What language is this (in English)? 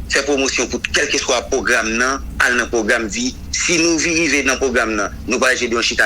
Haitian Creole